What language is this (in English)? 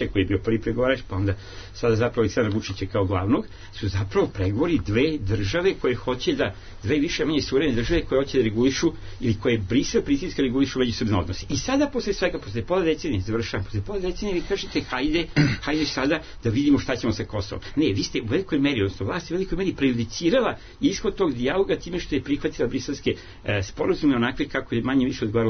Serbian